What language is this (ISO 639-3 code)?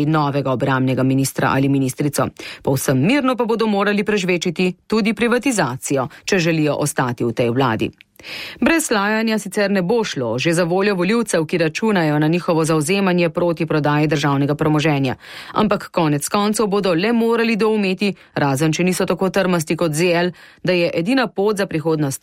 slv